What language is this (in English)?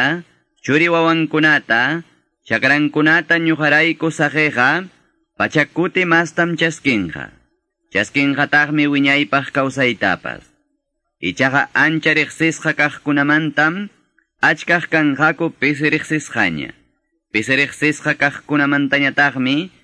Quechua